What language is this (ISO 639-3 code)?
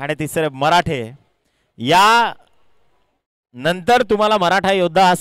mar